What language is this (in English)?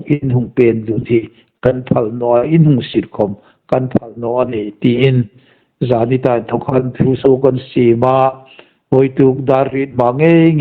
Hmar